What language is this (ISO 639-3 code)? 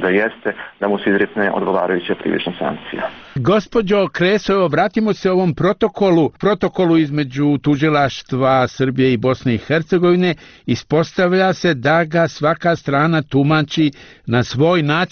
bos